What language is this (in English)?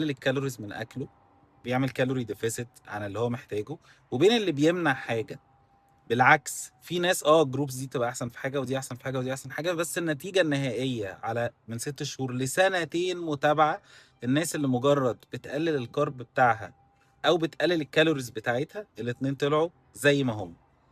Egyptian Arabic